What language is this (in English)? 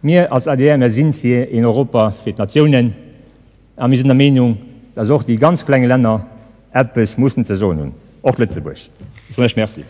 Luxembourgish